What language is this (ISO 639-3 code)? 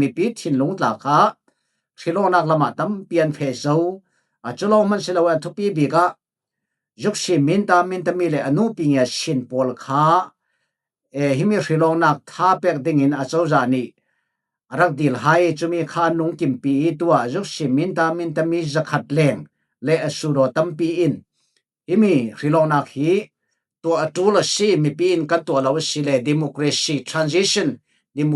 cfm